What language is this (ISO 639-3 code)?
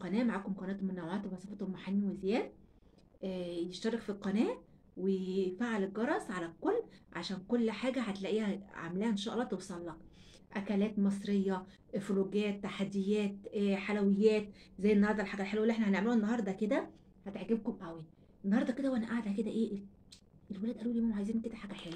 arz